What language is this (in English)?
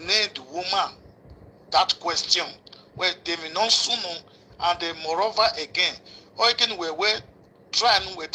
Nigerian Pidgin